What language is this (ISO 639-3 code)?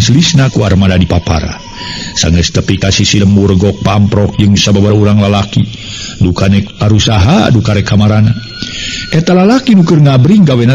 sun